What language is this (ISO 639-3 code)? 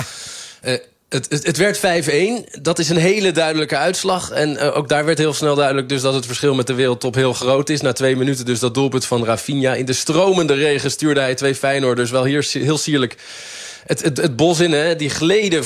nld